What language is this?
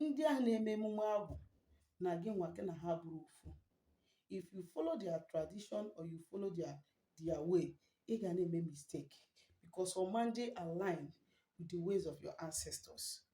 Igbo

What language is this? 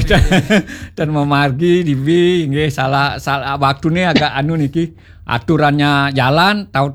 Balinese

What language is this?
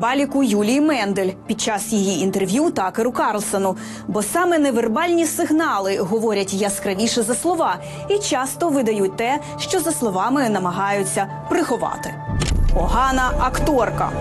Ukrainian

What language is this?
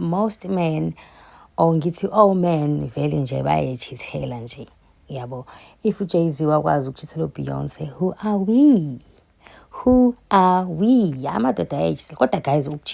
Zulu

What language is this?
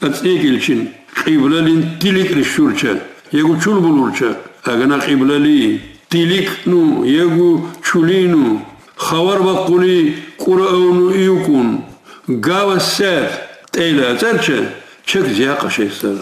Lak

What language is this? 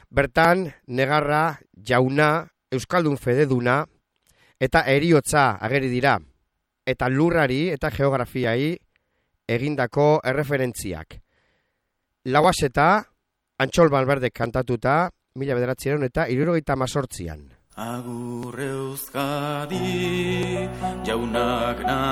Basque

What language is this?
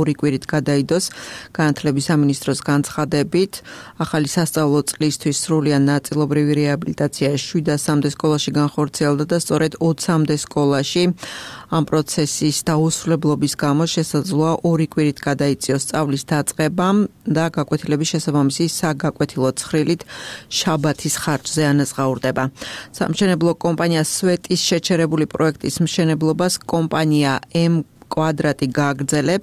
Georgian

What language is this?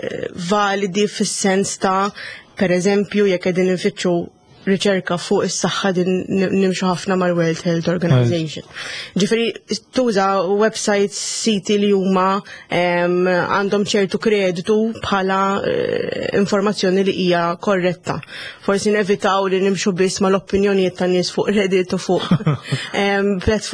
Maltese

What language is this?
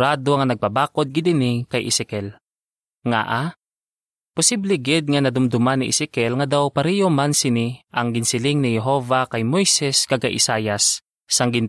Hiligaynon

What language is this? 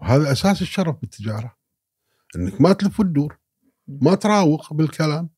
Gulf Arabic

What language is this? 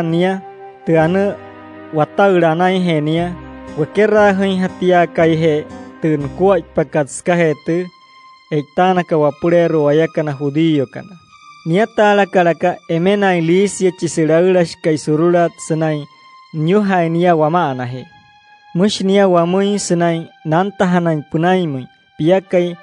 Wayuu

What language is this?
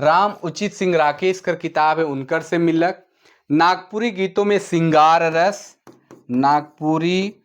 Sadri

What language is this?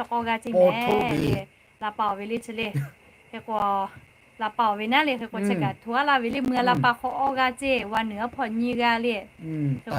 Lahu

